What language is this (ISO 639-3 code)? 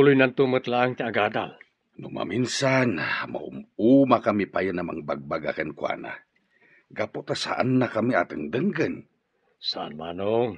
ilo